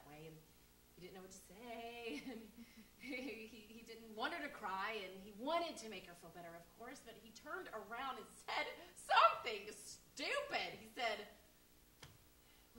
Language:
English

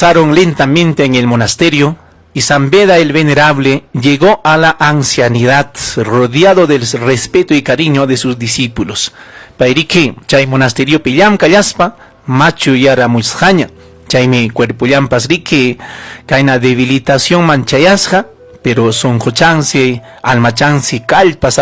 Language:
Ayacucho Quechua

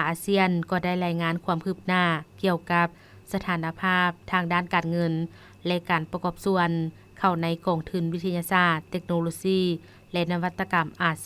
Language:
Lao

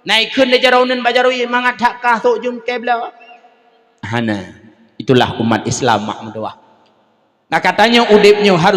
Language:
Achinese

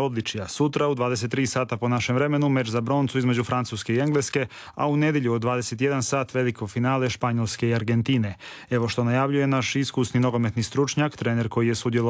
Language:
Croatian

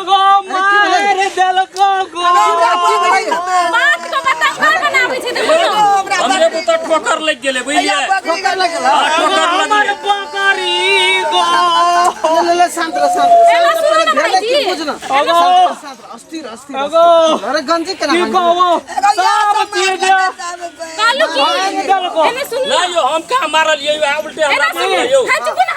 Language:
Maithili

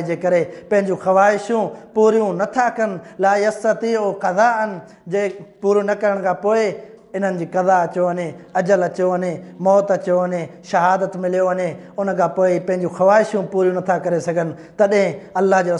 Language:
Sindhi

